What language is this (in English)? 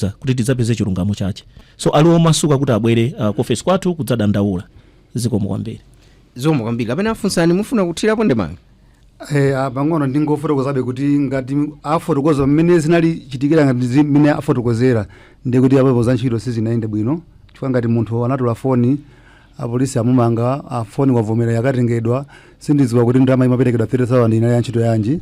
Nyanja